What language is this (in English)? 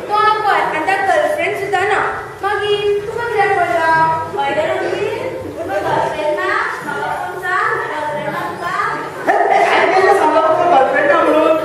Konkani